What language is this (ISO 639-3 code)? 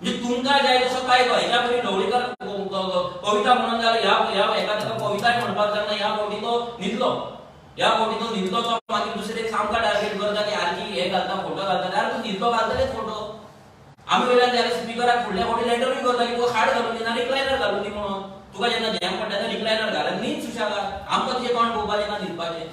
kok